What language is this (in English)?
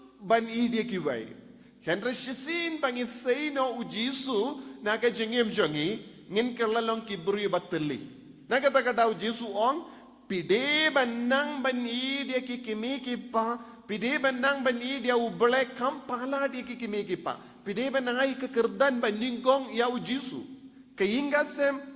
Khasi